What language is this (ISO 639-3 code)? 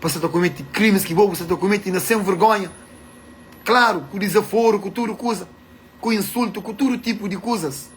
kea